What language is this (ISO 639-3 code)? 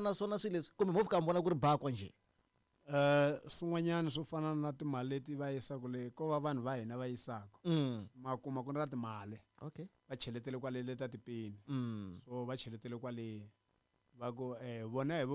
tso